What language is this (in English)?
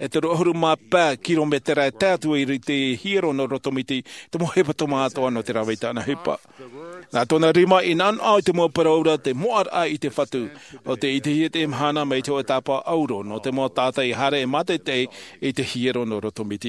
Tahitian